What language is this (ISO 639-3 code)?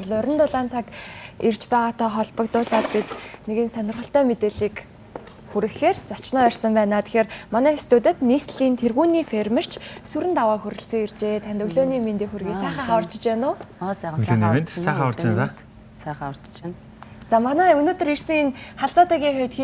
mon